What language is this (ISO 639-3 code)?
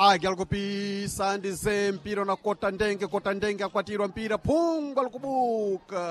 seh